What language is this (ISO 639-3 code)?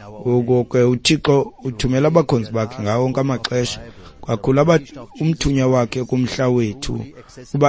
xho